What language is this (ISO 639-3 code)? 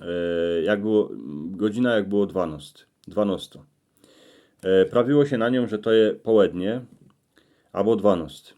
szl